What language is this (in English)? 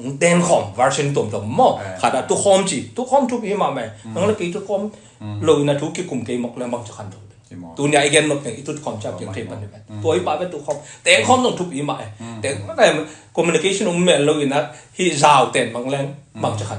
Tedim Chin